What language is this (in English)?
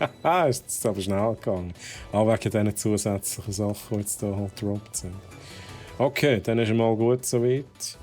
Swiss German